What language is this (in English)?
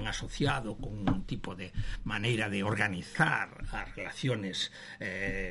Galician